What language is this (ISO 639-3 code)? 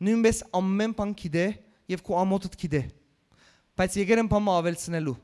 hyw